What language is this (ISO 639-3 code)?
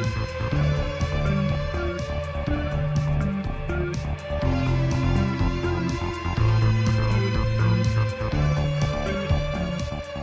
eus